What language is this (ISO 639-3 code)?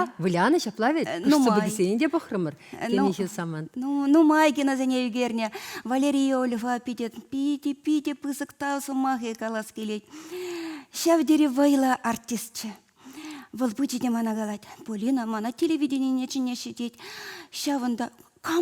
chv